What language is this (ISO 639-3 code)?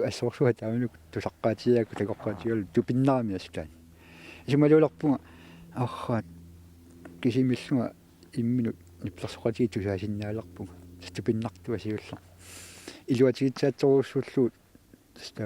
kal